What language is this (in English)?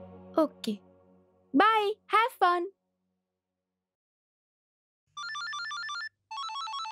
Bhojpuri